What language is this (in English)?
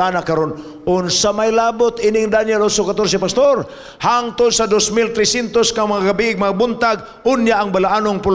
Cebuano